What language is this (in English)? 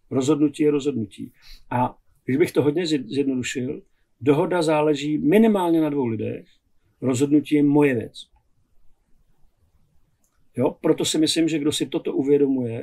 Czech